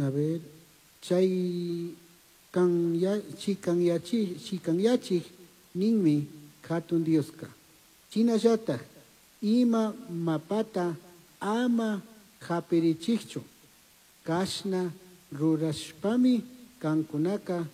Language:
Chimborazo Highland Quichua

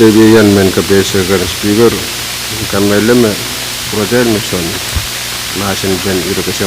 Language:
Pohnpeian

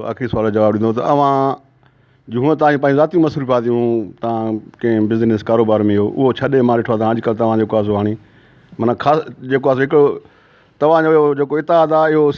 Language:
Sindhi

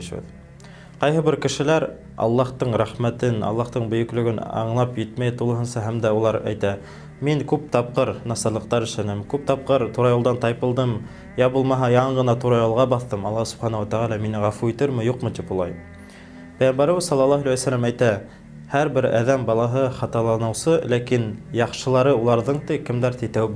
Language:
Bashkir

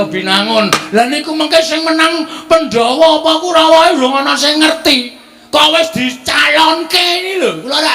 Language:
Javanese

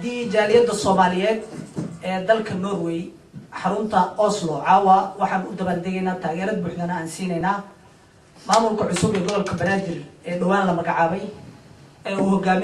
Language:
Somali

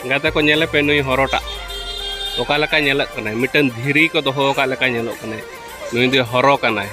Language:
Santali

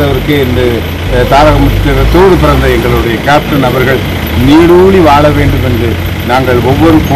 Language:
Tamil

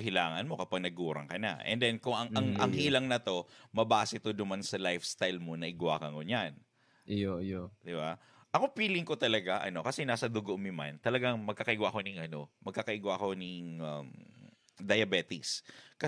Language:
Bikol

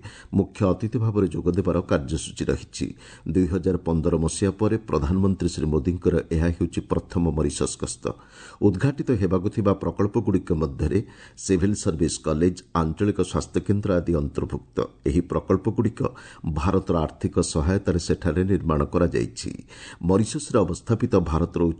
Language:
Odia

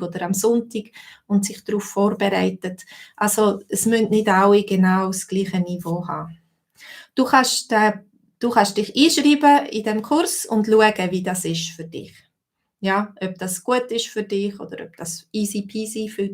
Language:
Swiss German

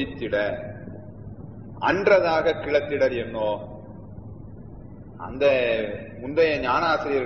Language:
Tamil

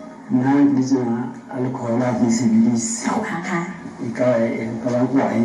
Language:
Southern Sotho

